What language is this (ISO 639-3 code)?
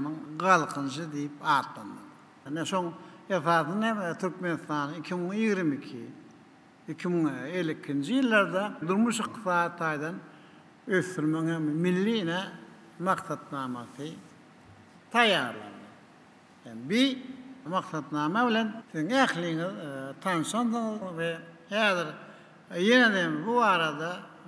tuk